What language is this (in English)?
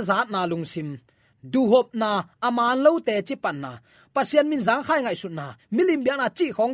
Tedim Chin